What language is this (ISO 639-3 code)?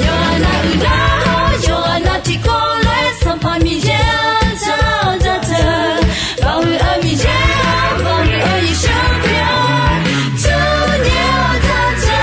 ahk